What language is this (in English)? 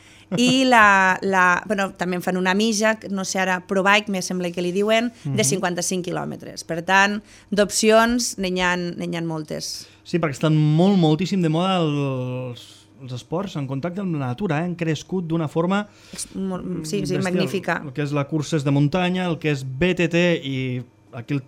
Catalan